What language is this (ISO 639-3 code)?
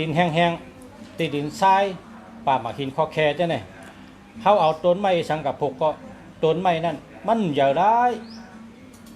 shn